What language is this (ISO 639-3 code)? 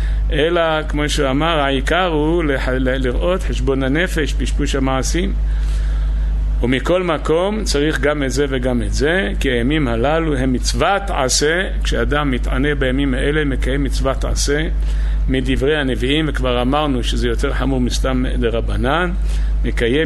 heb